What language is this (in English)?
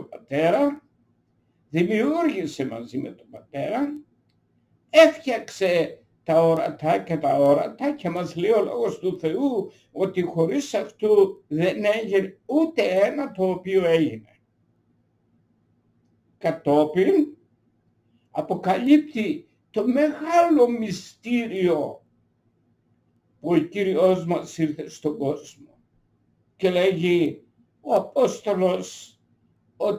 Greek